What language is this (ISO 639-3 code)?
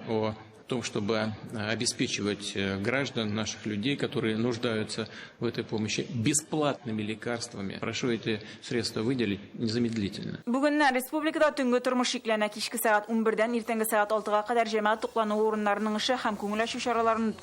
tat